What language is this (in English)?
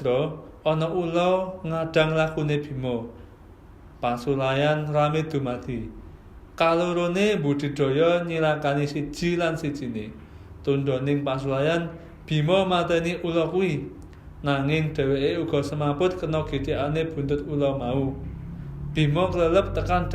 Javanese